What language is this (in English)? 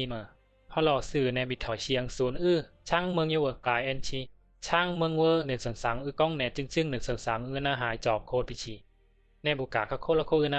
Bisu